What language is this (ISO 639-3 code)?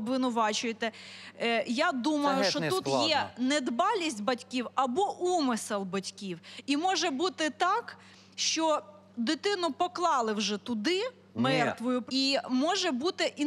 ukr